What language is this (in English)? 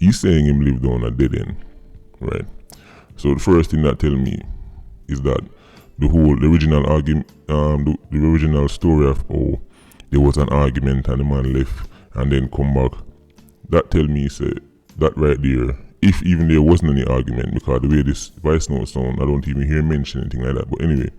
Jamaican Creole English